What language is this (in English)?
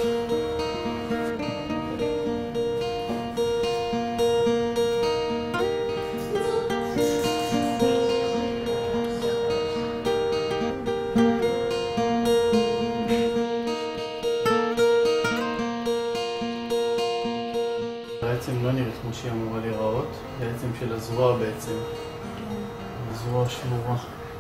Hebrew